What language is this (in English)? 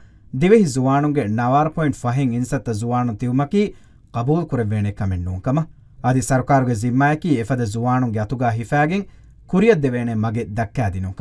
Divehi